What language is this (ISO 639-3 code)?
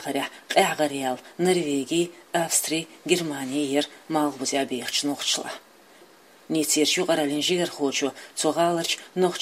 che